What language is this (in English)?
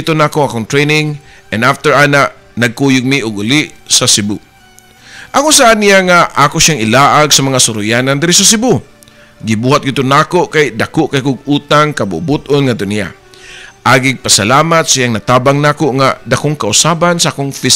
Cebuano